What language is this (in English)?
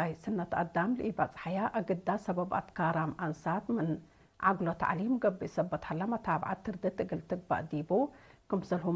Tigre